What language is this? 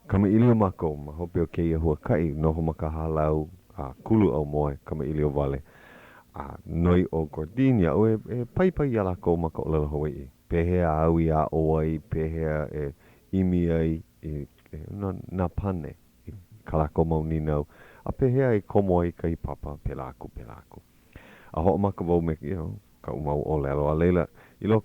Hawaiian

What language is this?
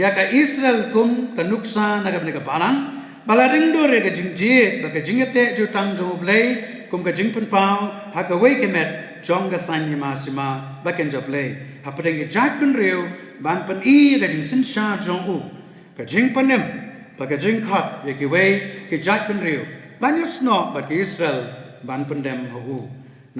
Khasi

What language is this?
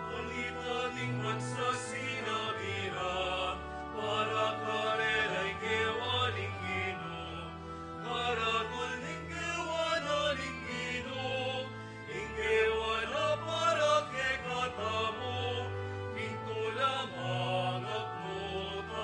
Pampanga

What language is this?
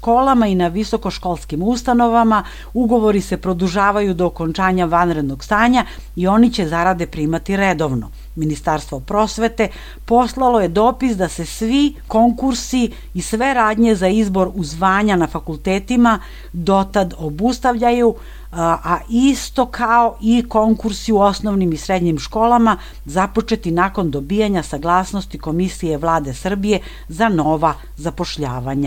Serbian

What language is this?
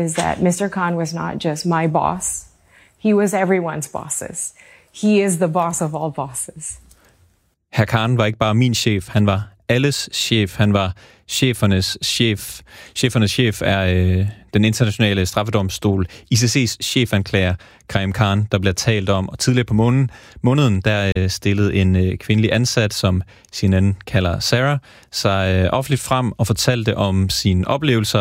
Danish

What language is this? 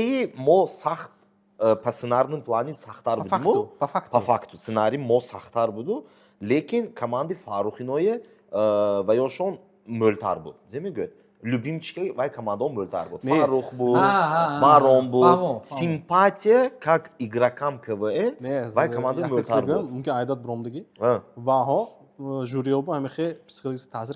Tajik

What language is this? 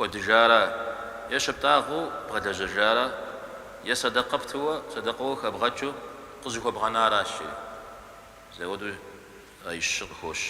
Kabardian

